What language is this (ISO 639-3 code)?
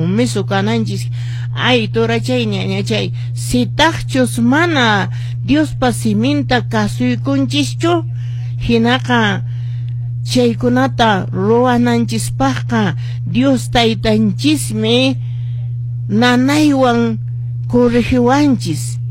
que